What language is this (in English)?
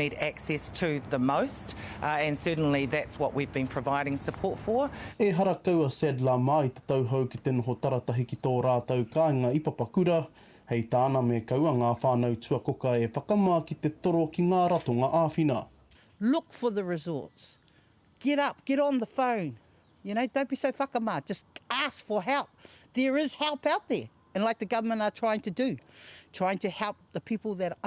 Māori